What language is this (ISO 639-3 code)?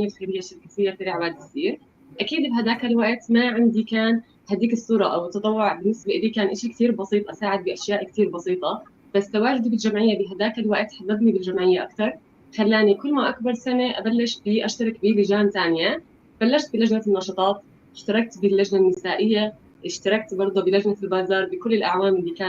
apc